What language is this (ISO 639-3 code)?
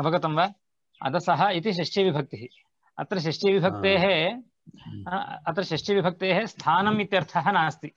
san